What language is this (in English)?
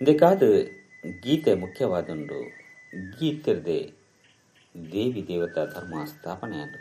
Tulu